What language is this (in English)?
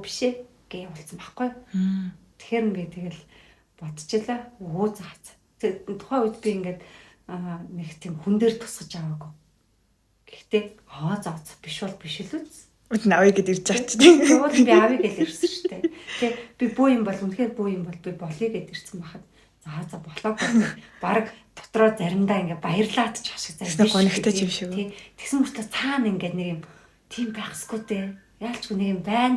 Mongolian